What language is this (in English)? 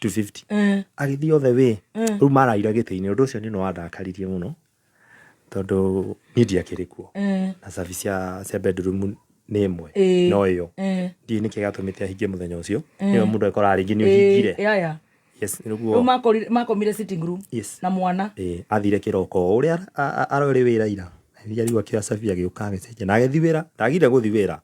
Kikuyu